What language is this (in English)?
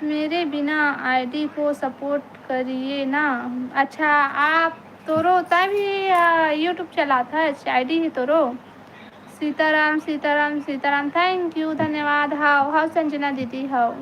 Chhattisgarhi